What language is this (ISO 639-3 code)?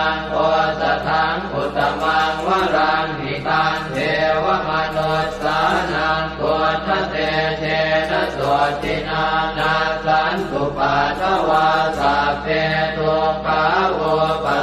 pli